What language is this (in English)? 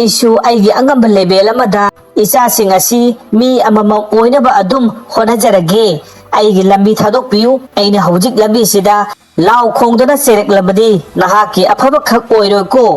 Manipuri